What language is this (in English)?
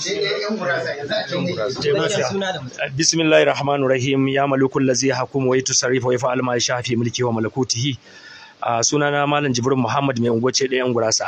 Hausa